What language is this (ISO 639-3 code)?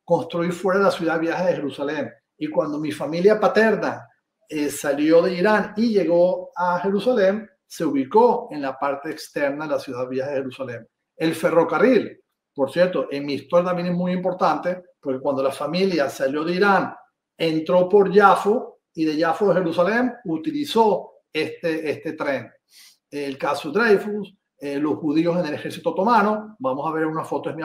lad